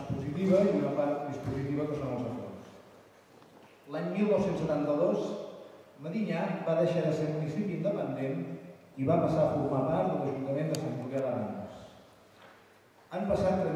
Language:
Catalan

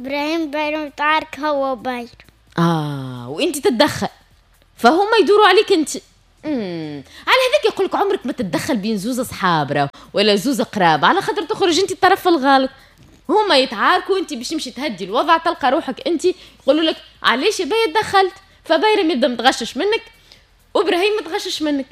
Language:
Tunisian Arabic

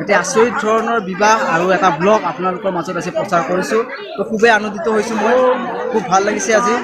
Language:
Assamese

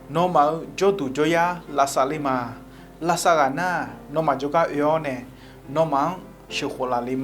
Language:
Akha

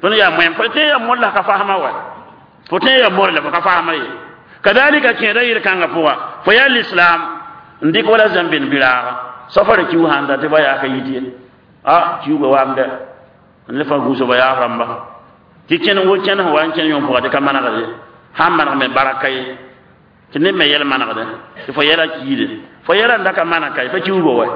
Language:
Mossi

